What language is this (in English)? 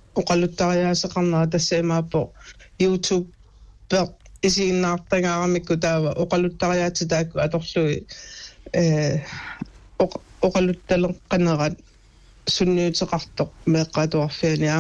Kalaallisut